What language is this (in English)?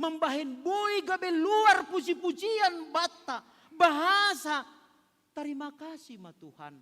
Batak Simalungun